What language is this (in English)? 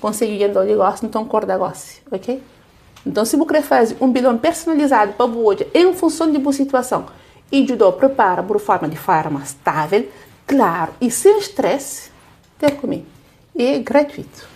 Kabuverdianu